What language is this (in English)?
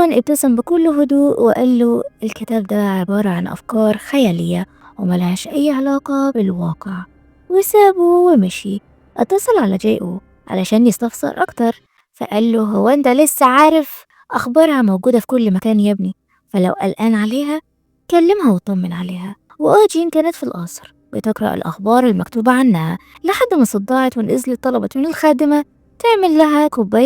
Egyptian Arabic